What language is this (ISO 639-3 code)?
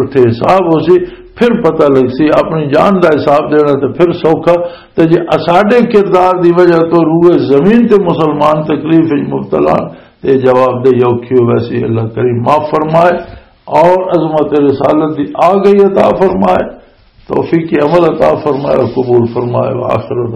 lah